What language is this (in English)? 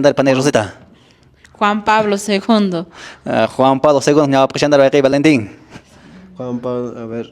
Quechua